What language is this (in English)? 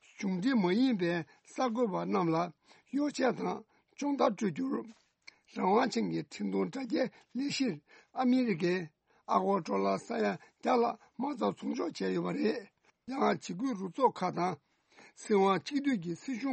Tibetan